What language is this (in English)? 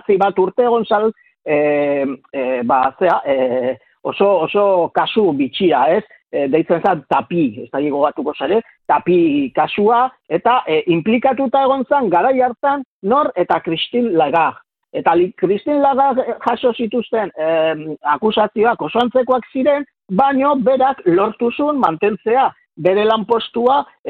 Basque